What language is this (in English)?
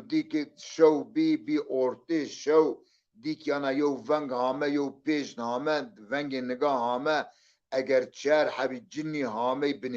Zaza